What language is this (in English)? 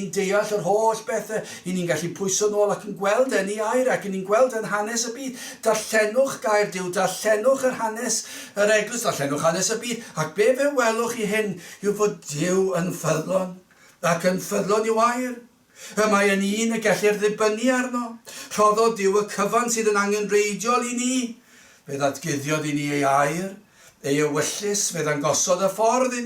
Welsh